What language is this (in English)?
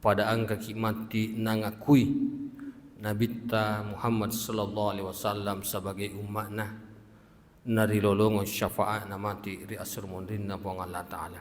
Buginese